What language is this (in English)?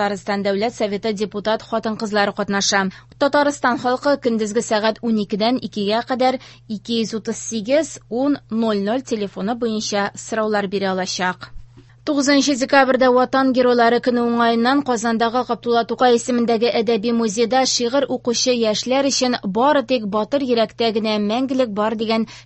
Tatar